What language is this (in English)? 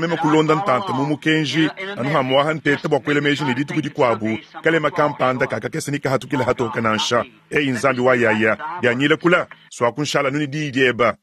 Luba-Lulua